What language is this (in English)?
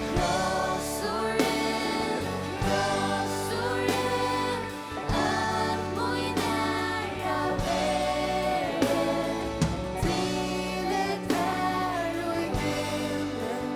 Faroese